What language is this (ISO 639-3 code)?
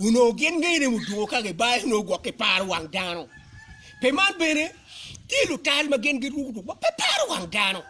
ach